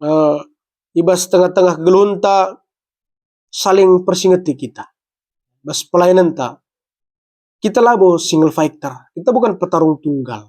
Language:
Batak Karo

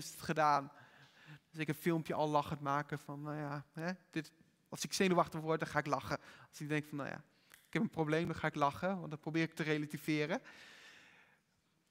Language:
Dutch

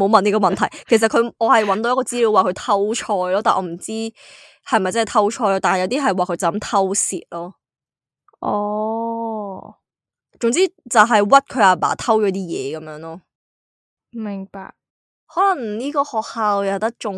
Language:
Cantonese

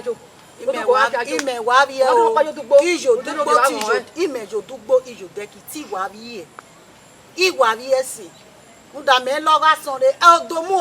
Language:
Bini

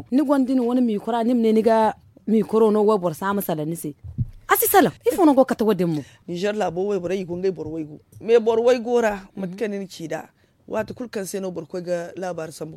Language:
Zarma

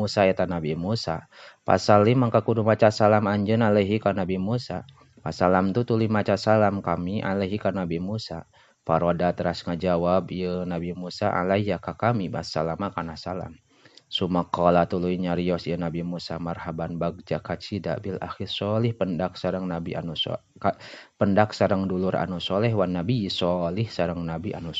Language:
Sundanese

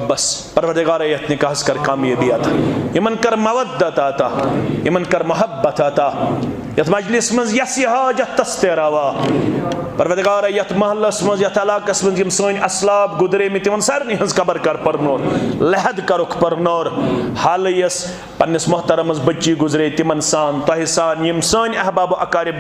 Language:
Kashmiri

